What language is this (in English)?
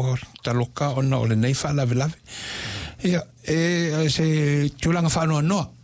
Samoan